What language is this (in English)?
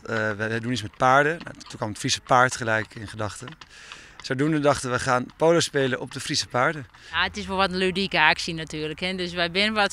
Western Frisian